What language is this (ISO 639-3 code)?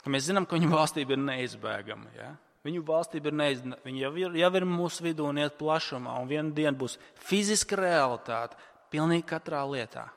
lav